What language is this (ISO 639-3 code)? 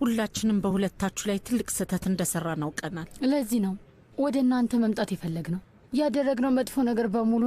amh